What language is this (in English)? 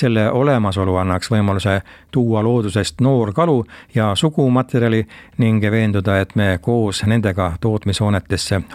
Estonian